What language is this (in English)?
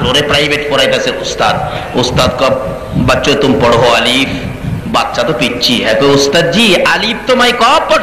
Bangla